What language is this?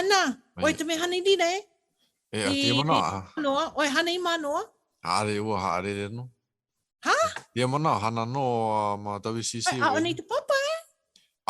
Hawaiian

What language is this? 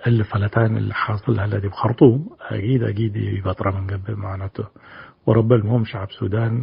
Tigre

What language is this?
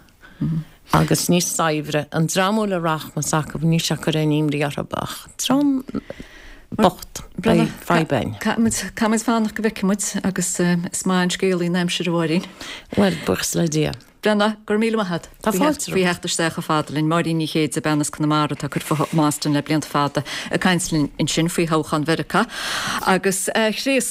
Irish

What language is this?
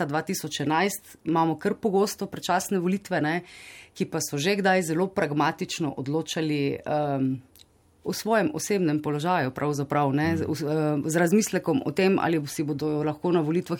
Slovenian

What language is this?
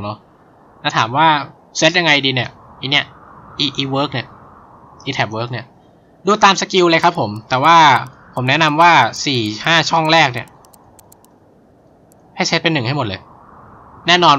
Thai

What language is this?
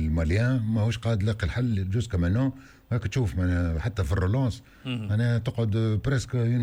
Tunisian Arabic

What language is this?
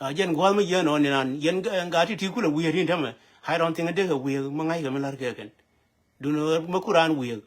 Nuer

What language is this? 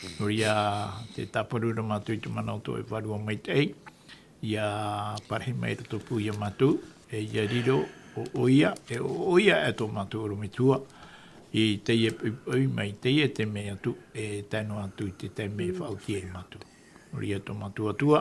Tahitian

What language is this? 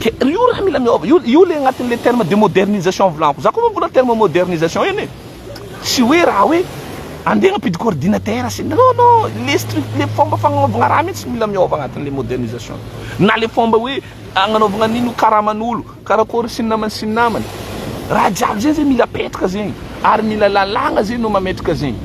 Malagasy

